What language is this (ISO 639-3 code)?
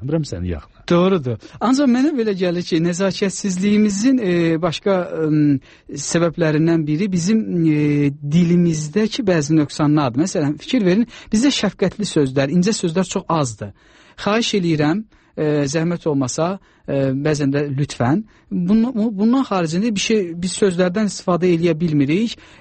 aze